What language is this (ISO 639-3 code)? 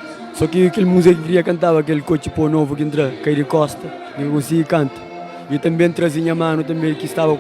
kea